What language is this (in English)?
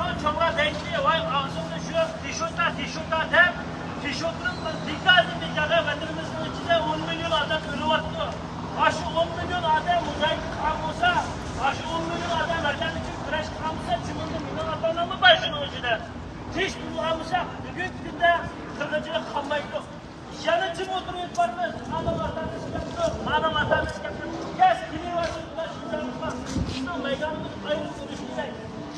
Uyghur